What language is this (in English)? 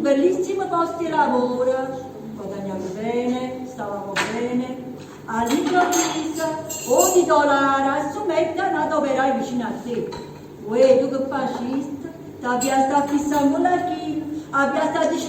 Neapolitan